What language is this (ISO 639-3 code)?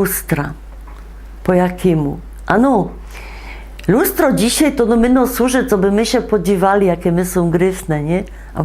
szl